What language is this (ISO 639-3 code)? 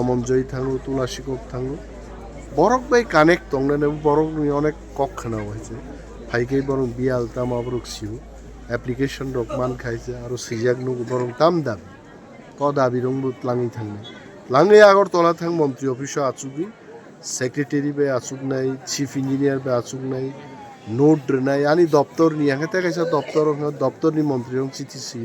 trp